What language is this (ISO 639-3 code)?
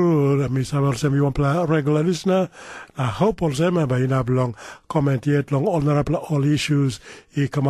tpi